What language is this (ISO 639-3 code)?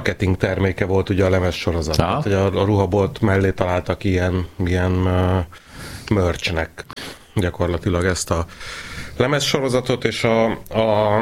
hun